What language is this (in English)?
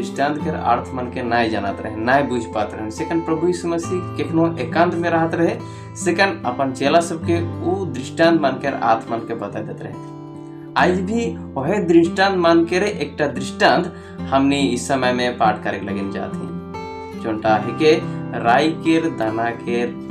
Sadri